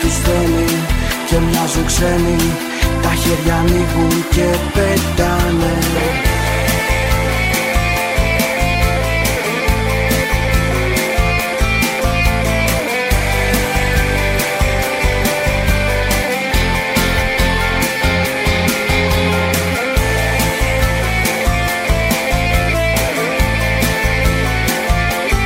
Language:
Greek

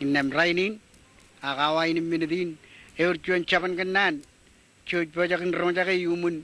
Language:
Marshallese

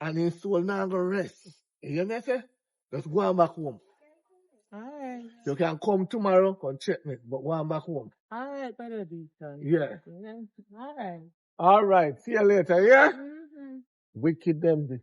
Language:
Jamaican Creole English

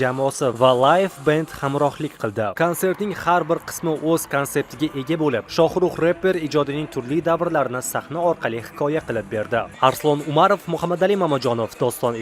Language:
Uzbek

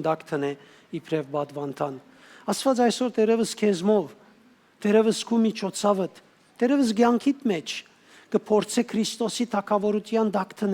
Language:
Western Armenian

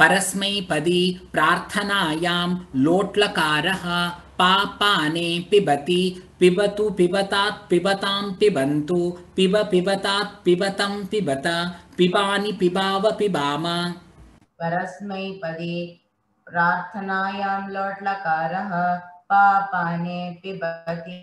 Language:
Sanskrit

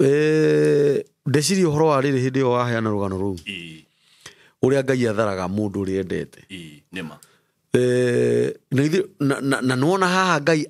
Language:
Kikuyu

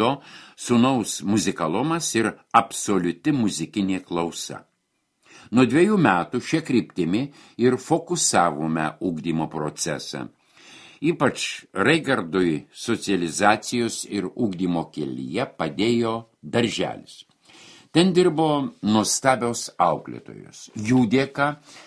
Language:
Lithuanian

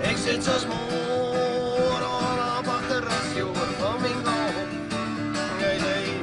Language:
Western Frisian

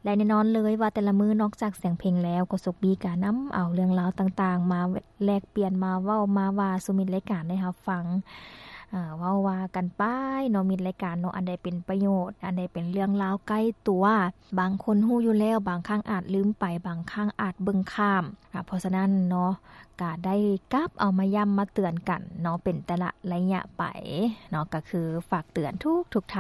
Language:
Lao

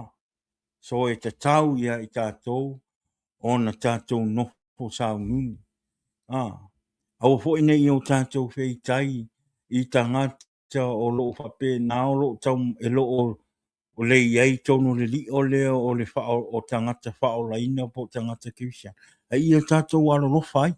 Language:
Samoan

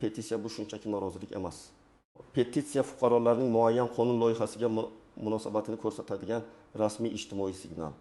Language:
Uzbek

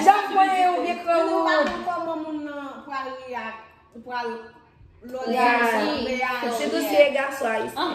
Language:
Haitian Creole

